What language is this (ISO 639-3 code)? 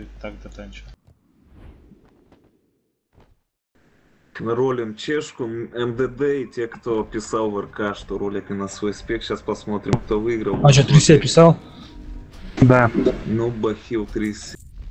rus